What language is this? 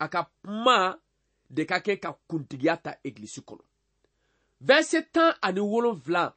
Bambara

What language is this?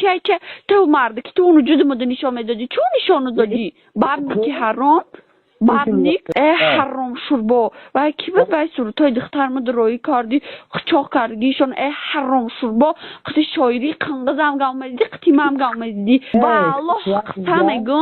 Tajik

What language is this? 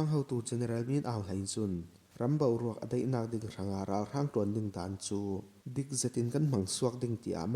Falam Chin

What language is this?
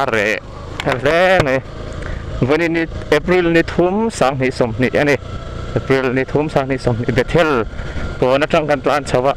Mizo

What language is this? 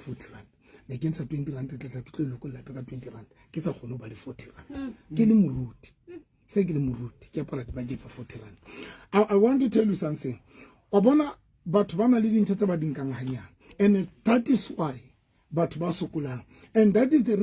Southern Sotho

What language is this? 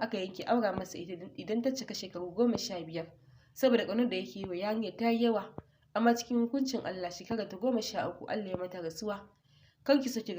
Hausa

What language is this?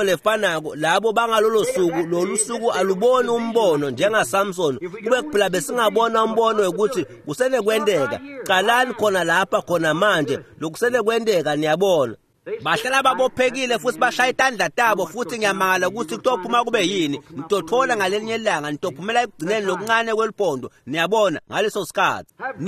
Swati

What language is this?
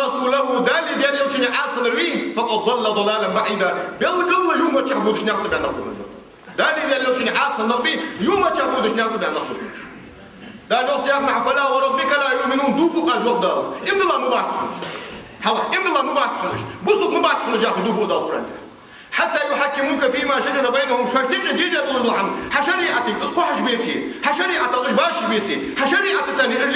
Ingush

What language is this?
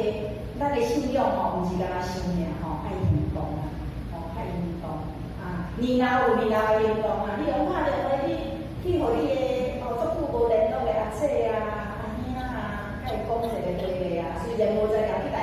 Min Nan Chinese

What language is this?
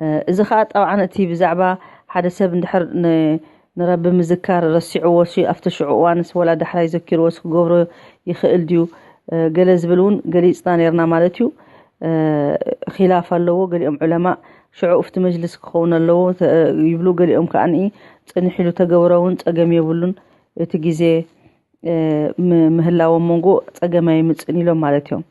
Tigrinya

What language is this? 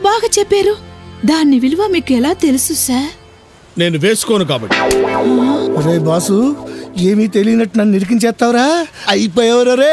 Telugu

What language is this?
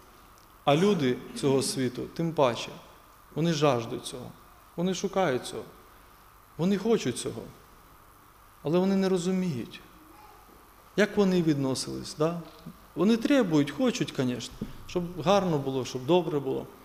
Ukrainian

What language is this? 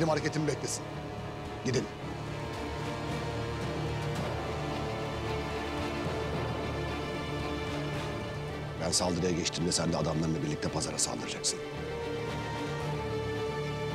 Turkish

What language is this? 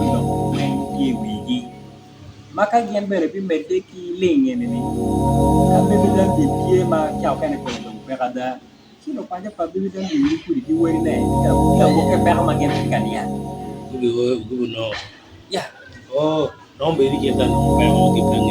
Acoli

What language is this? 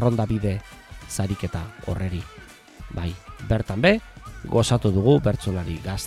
Basque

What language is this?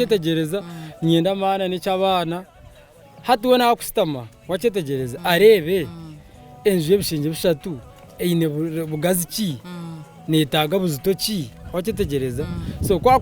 Nyankole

